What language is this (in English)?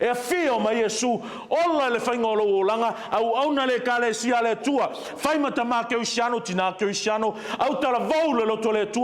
Samoan